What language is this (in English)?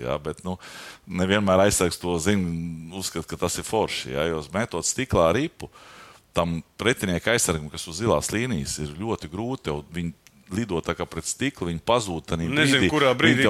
Latvian